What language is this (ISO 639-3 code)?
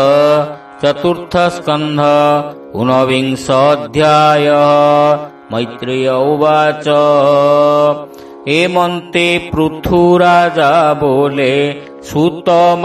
ori